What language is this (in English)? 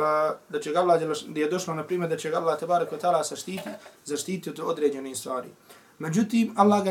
Bosnian